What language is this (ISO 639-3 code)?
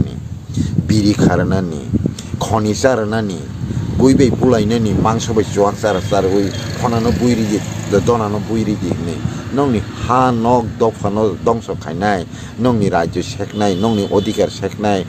trp